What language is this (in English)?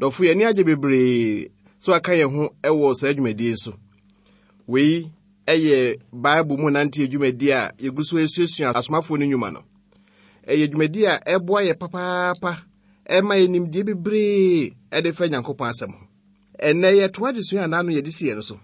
Akan